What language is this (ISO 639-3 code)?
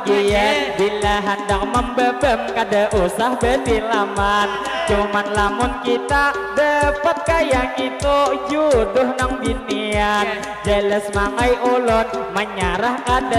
bjn